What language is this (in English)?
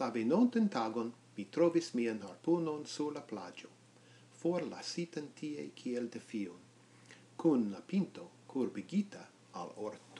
Esperanto